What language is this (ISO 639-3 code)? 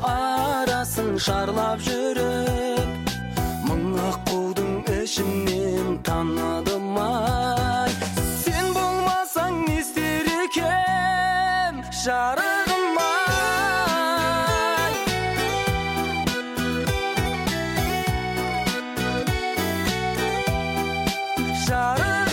kaz